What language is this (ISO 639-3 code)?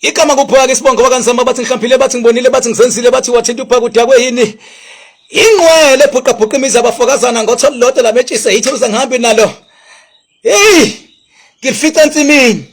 zul